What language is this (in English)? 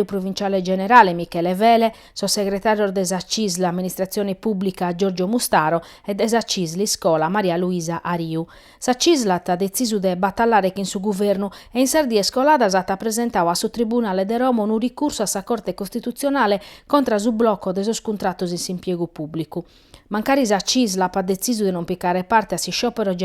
Sardinian